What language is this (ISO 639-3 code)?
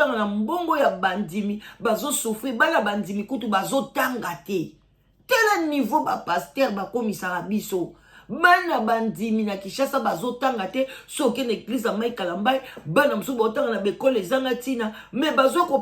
lin